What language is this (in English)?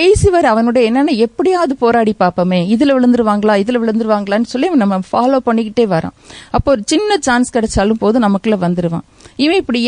Tamil